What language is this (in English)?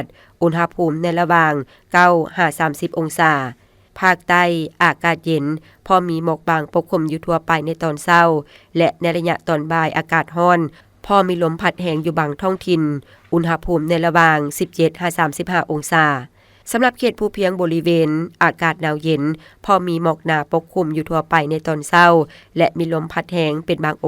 Lao